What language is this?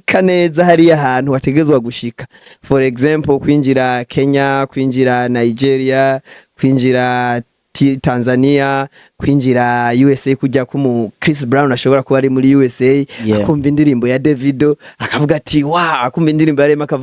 Rundi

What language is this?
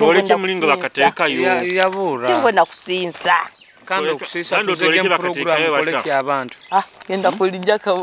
Nyoro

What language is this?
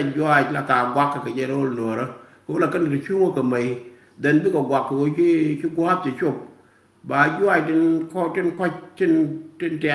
Nuer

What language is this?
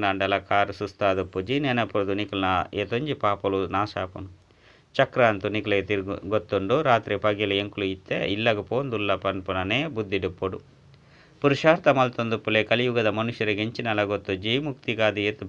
Tulu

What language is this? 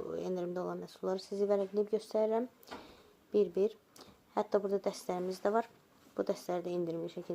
Azerbaijani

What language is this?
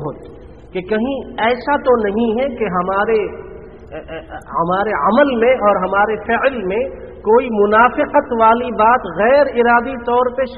Urdu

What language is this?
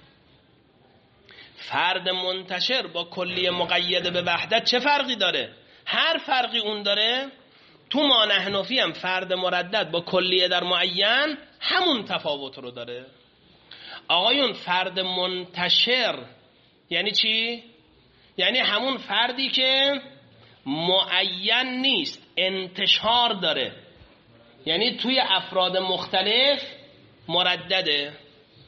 Persian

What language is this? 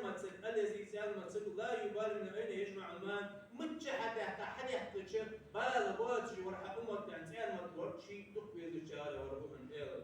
Ingush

